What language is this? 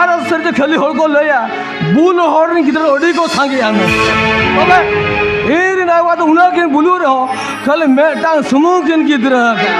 Santali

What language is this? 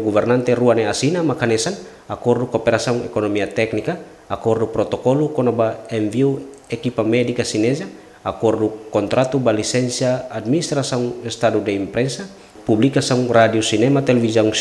Tetum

